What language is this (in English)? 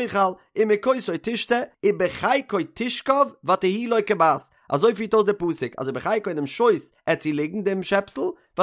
Yiddish